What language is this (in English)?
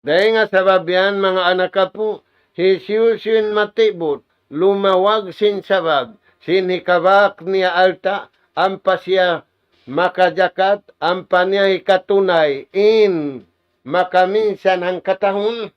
Tausug